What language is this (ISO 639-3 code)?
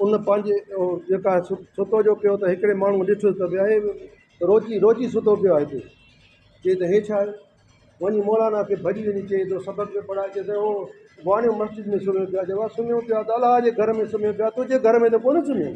snd